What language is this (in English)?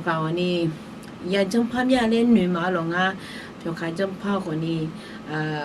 Akha